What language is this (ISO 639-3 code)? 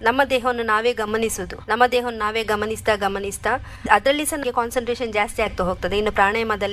kan